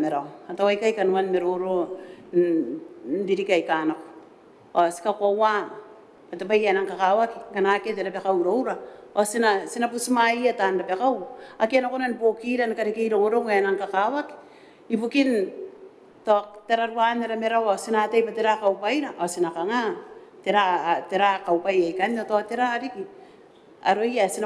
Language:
Gilbertese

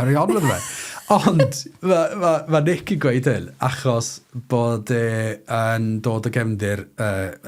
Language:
Welsh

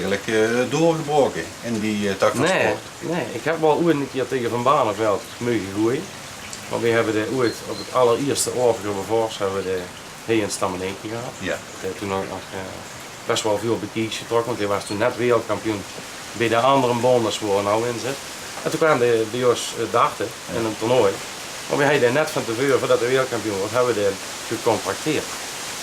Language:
Limburgish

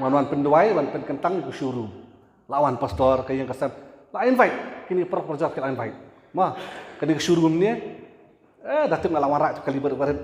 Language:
Khasi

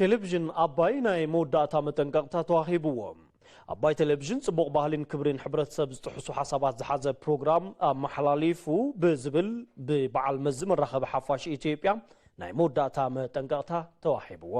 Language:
Tigrinya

